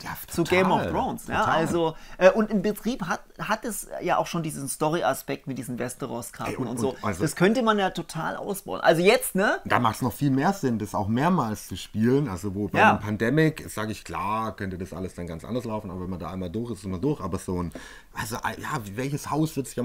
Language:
German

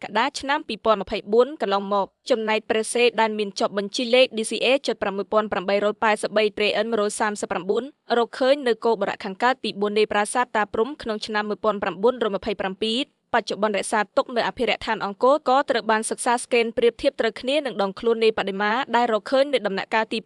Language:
Khmer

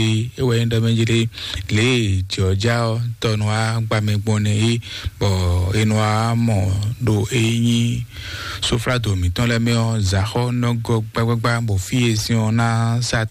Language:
Fon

